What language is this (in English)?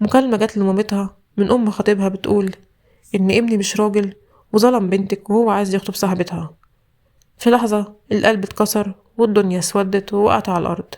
Egyptian Arabic